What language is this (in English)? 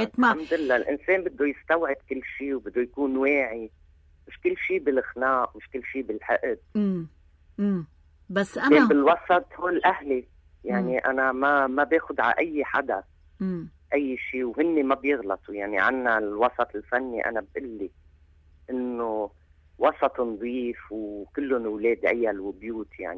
North Levantine Arabic